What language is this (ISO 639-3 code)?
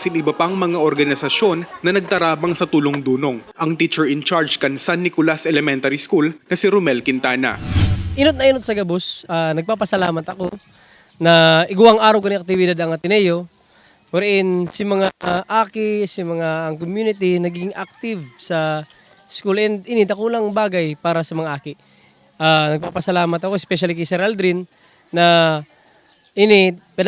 bik